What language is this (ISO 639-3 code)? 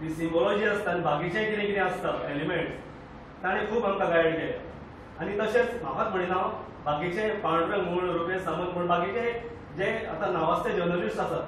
kok